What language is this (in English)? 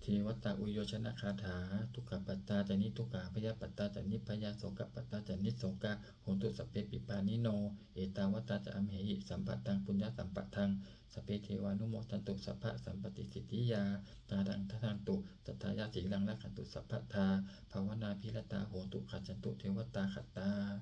Pali